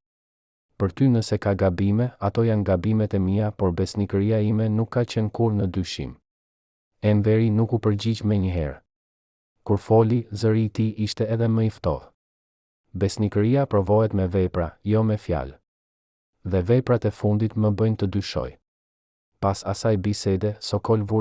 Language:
Albanian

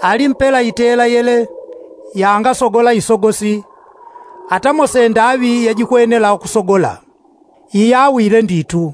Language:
Yao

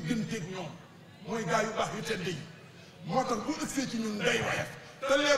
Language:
Wolof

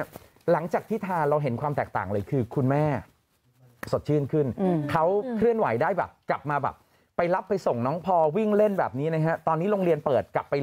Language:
Thai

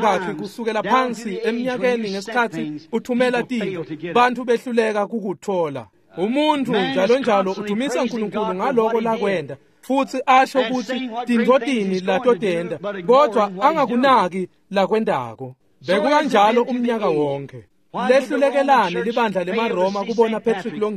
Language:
Swati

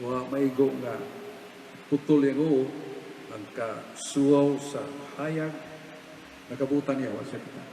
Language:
Cebuano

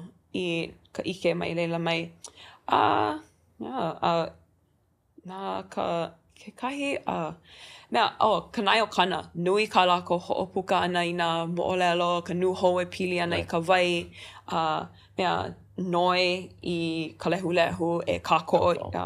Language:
Hawaiian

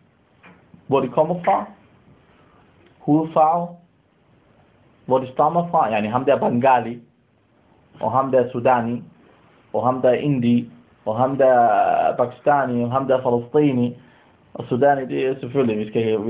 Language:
Danish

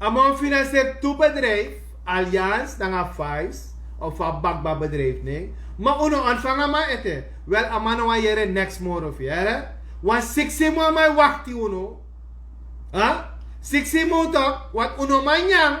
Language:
Sranan Tongo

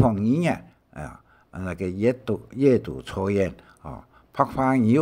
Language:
Hakka Chinese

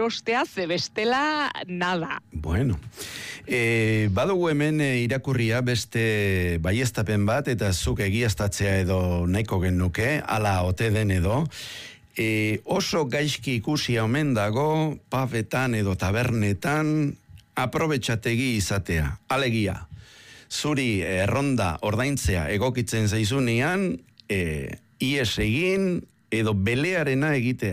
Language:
Basque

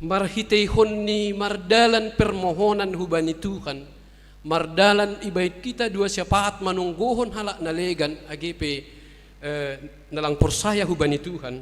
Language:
Batak Simalungun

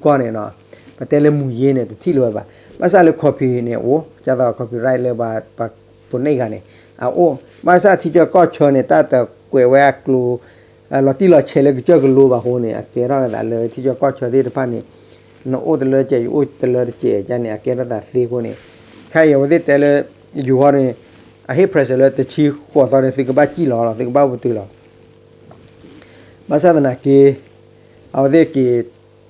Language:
S'gaw Karen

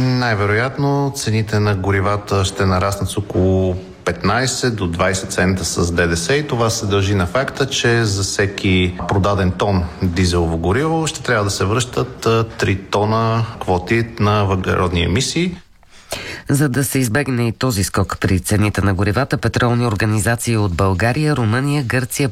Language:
Bulgarian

